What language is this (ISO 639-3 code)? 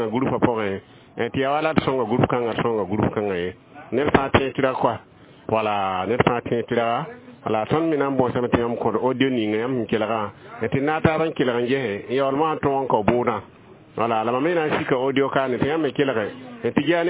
mos